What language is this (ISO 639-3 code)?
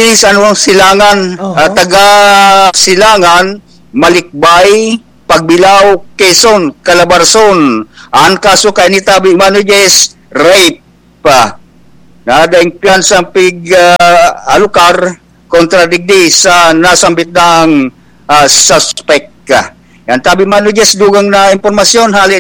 bik